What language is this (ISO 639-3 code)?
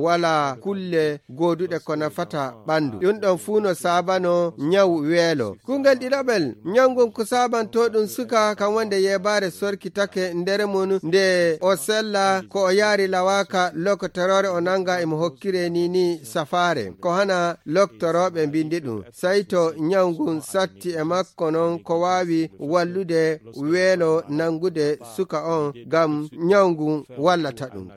ful